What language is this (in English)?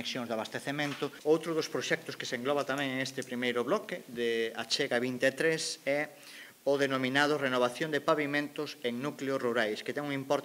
Galician